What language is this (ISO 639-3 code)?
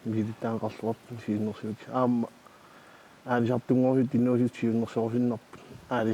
kal